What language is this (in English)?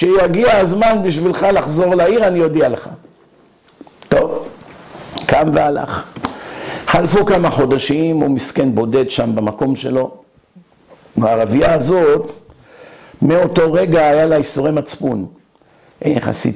Hebrew